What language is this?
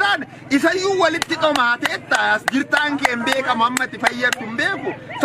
Oromo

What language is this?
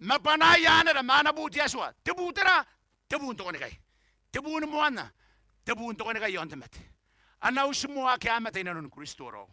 Gilbertese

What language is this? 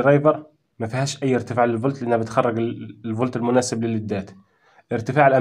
Egyptian Arabic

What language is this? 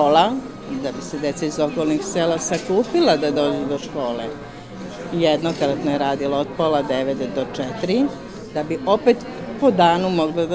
Serbian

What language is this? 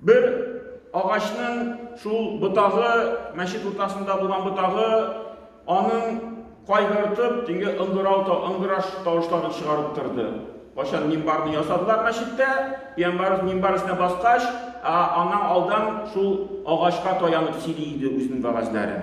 Tatar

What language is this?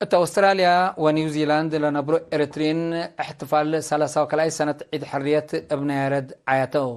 Tigre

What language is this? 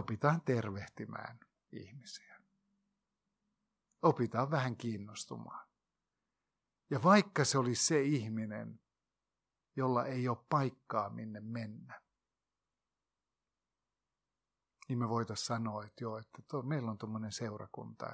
Finnish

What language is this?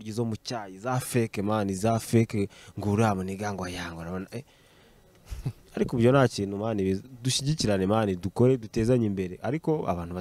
Kinyarwanda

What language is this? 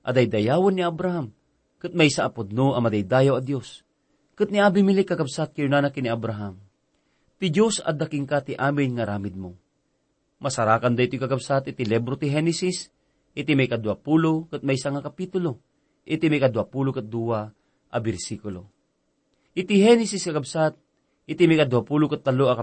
Iloko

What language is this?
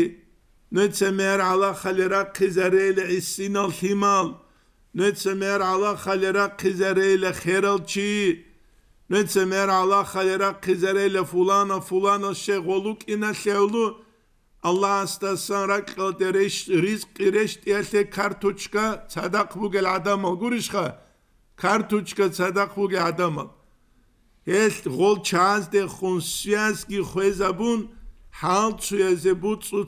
Avaric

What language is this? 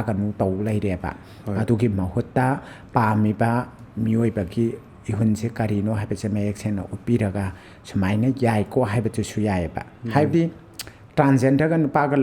Manipuri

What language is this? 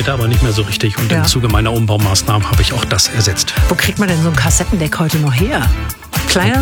German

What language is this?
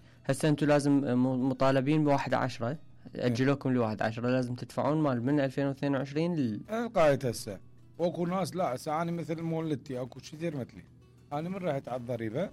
Mesopotamian Arabic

